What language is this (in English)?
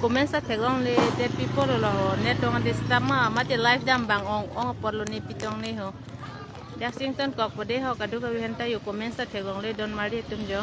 Karbi